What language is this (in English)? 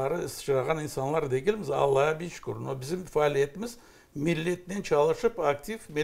Crimean Tatar